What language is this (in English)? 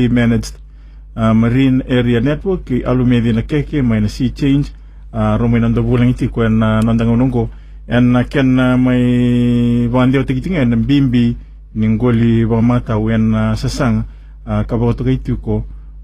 Fijian